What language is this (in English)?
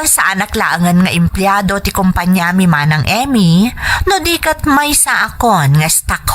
Iloko